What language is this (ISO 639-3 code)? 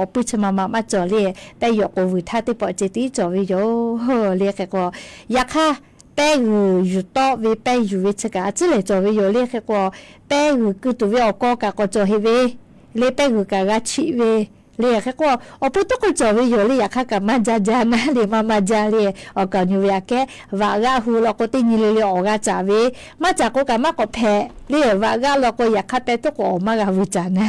lhu